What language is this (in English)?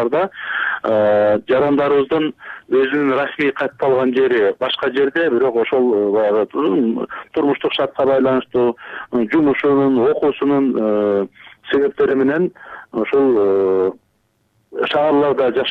Kyrgyz